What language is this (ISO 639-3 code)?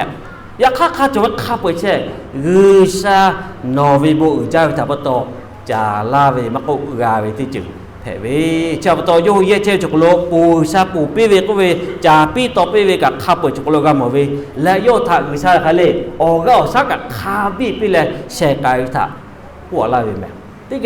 lhu